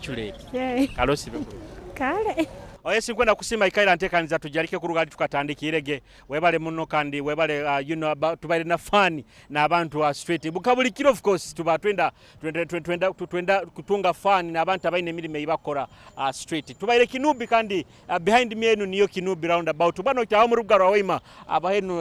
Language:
Nyoro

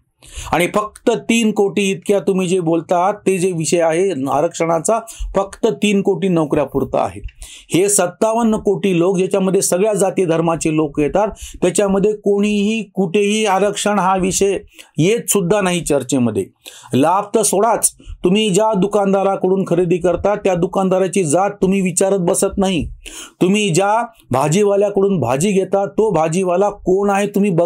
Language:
Marathi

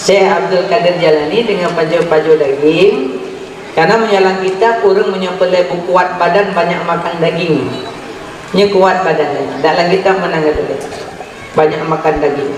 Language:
Achinese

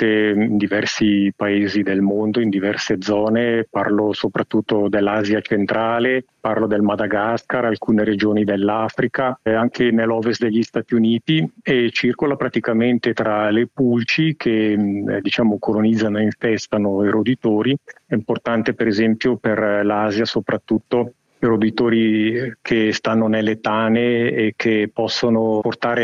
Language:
Italian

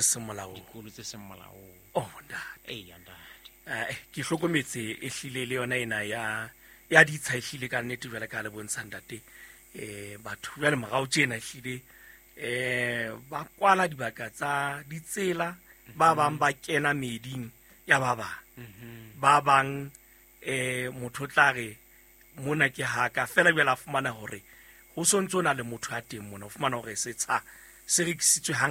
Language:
Southern Sotho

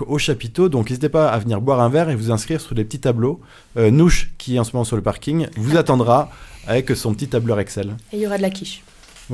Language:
French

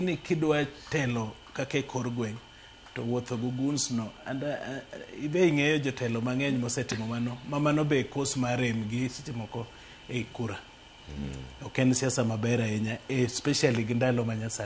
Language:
Luo (Kenya and Tanzania)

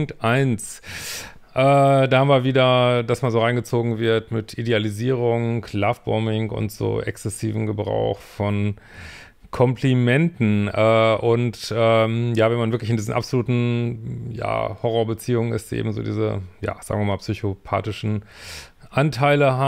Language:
German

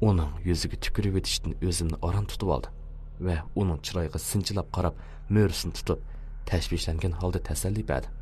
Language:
Uyghur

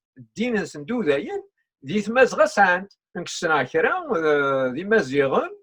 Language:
Kabyle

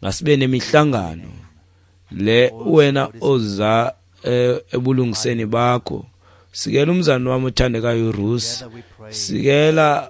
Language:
Xhosa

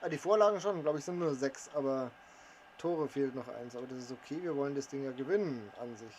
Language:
Bavarian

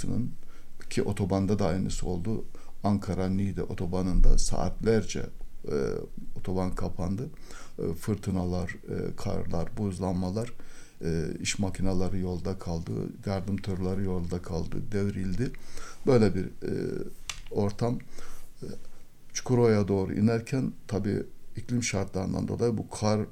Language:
Turkish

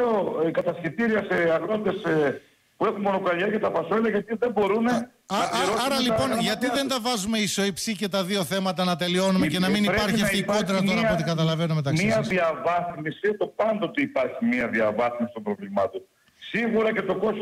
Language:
Greek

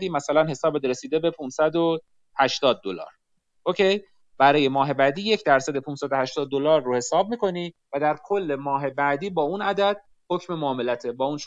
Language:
Persian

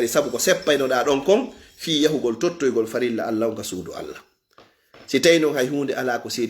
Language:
Fula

